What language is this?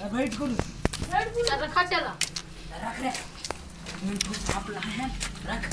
Chhattisgarhi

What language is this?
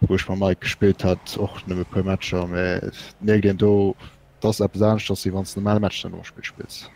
Luxembourgish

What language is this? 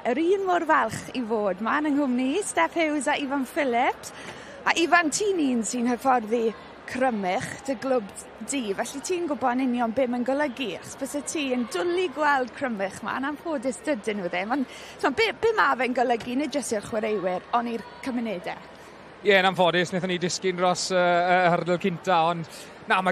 Welsh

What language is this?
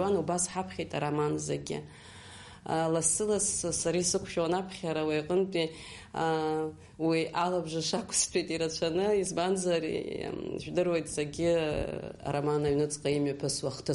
Abkhazian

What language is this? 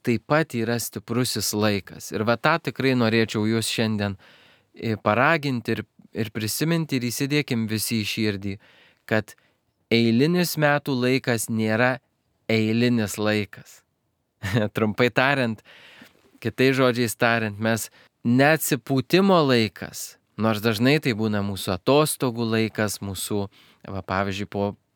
Lithuanian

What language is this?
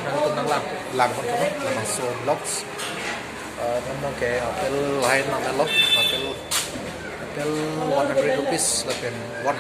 Karbi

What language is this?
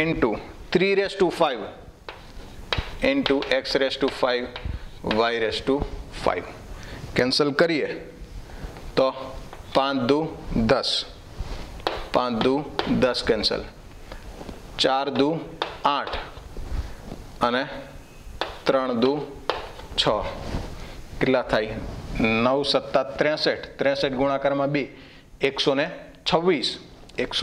Gujarati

